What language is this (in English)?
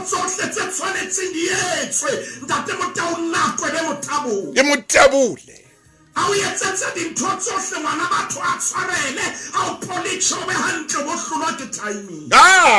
Southern Sotho